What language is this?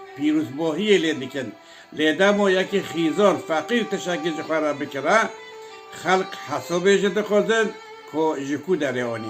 Kurdish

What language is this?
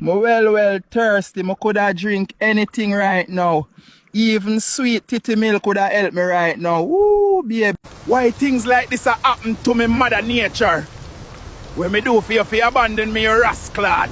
Jamaican Creole English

